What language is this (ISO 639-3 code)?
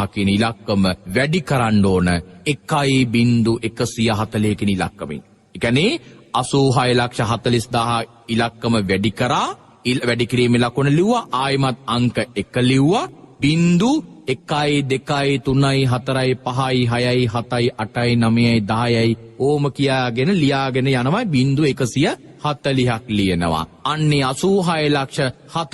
sin